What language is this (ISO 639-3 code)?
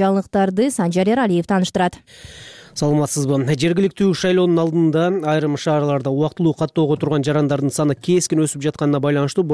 kir